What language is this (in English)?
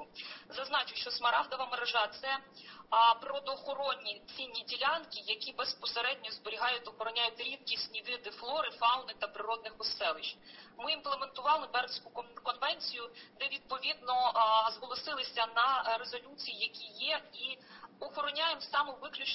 Ukrainian